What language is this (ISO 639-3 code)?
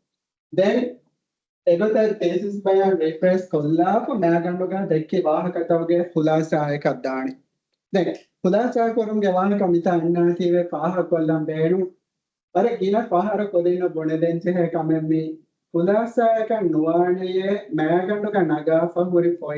div